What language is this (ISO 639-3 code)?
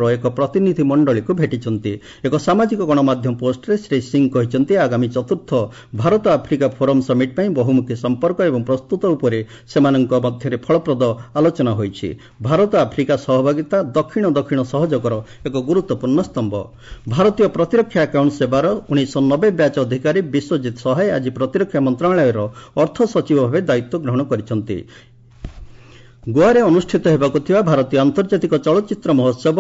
ori